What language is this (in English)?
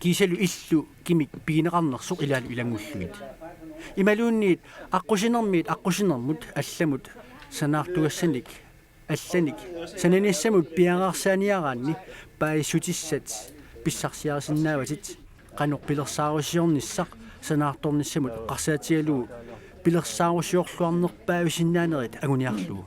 Kalaallisut